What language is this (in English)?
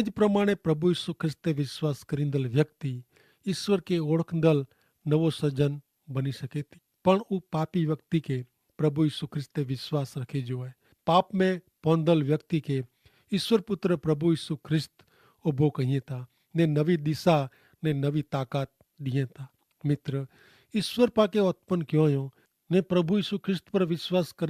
Kachhi